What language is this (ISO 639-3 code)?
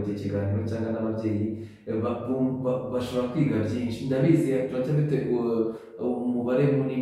kin